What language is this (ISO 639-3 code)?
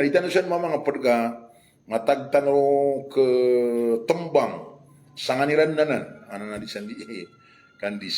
mrw